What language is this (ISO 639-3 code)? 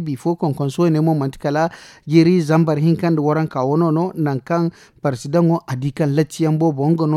dje